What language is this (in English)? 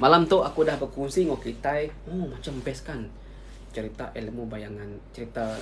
Iban